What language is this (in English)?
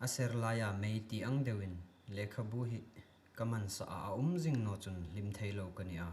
Hmar